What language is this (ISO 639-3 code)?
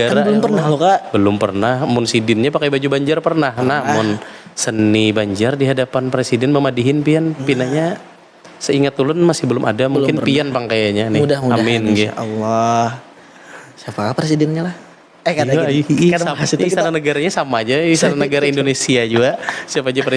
bjn